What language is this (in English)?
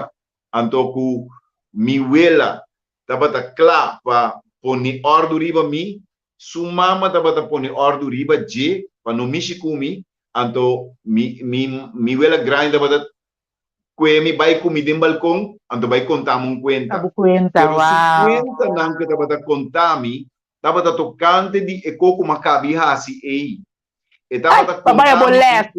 Papiamento